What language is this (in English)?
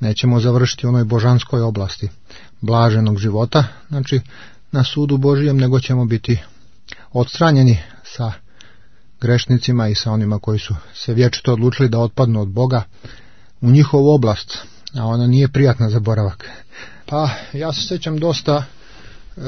Serbian